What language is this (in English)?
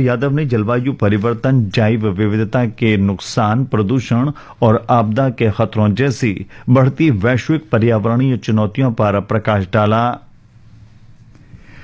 Hindi